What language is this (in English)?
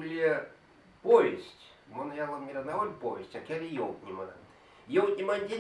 Erzya